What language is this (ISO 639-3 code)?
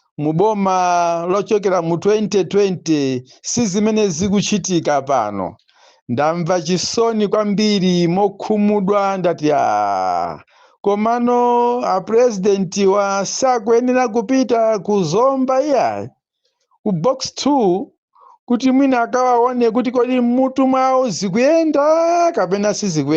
nya